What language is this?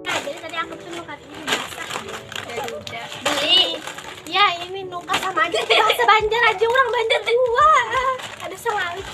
Banjar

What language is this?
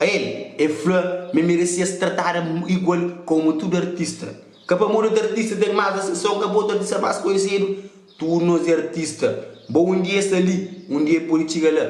Kabuverdianu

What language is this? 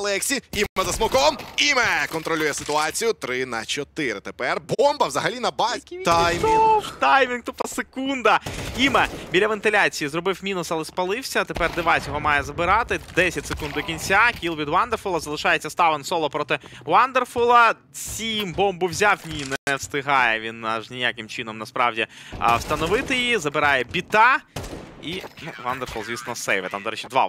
Ukrainian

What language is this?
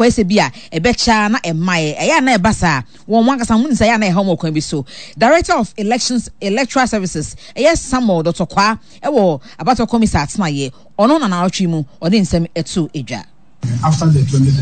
Akan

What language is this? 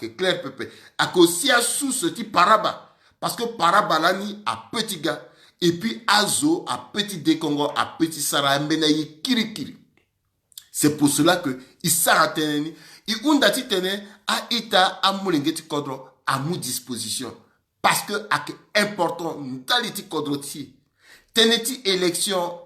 Sango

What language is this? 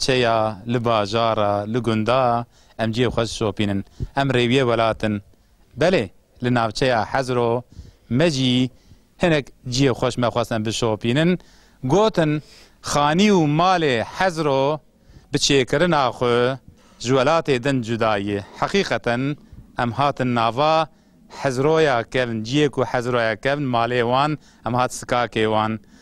Kurdish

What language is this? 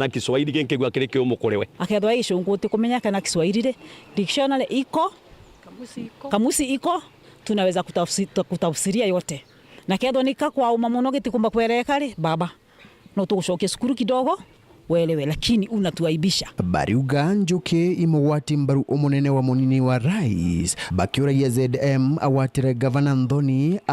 Meru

